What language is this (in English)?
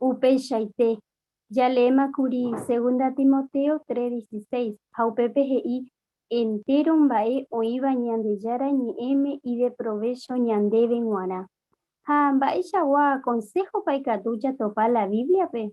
Guarani